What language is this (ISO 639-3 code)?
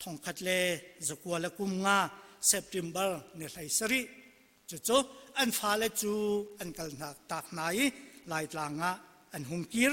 cnh